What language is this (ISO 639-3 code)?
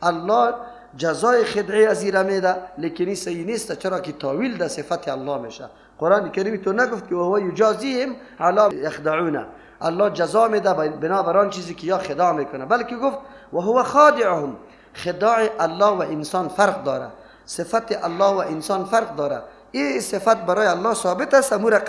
fas